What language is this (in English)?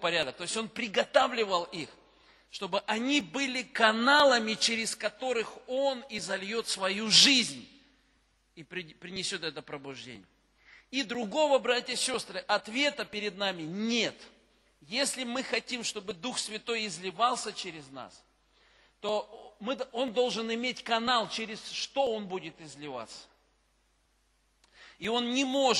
Russian